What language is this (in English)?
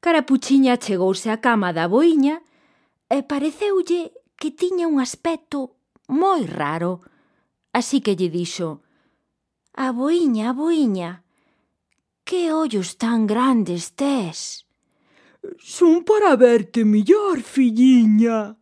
Galician